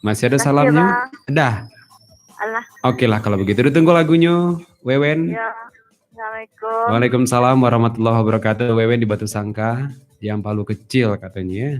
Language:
Minangkabau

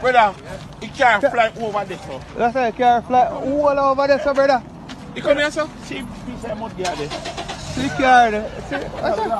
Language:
Jamaican Creole English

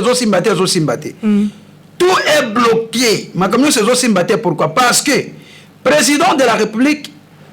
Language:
Lingala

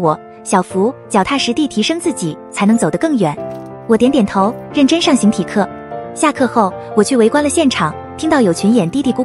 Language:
Chinese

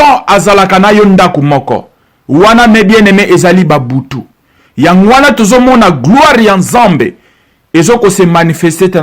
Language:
Lingala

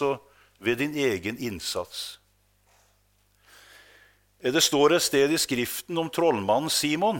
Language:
Norwegian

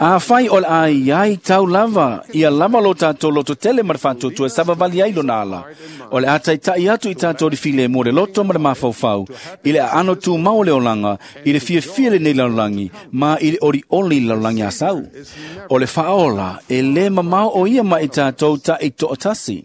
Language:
Samoan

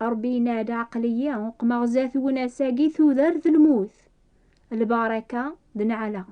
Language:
Kabyle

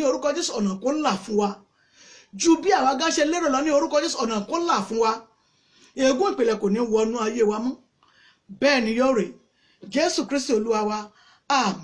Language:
Yoruba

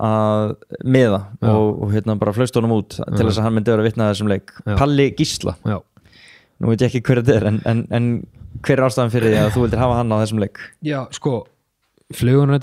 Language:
Icelandic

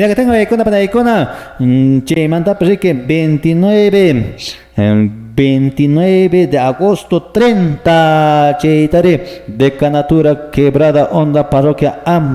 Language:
Quechua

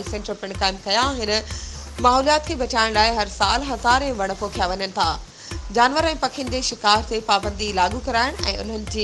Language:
Sindhi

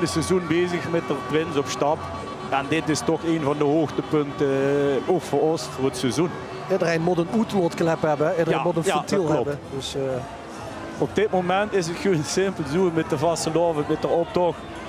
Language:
Limburgish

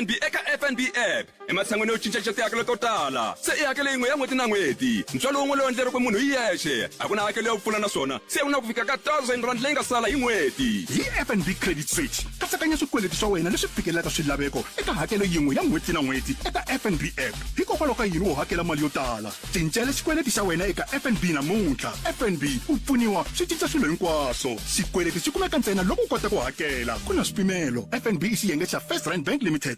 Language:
Tsonga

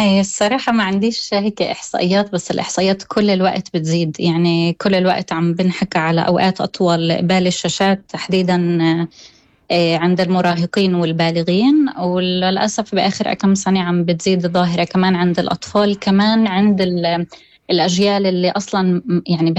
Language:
North Levantine Arabic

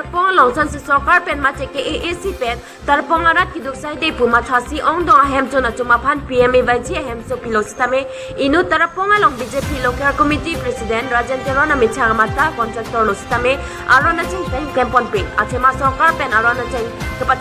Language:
Karbi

